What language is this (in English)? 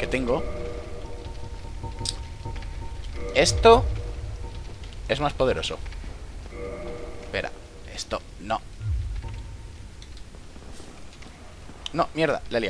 Spanish